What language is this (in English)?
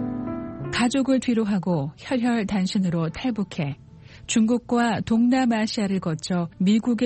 Korean